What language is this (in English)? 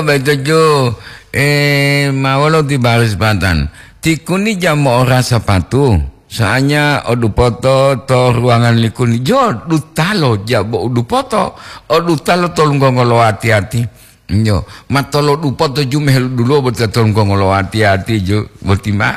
Gorontalo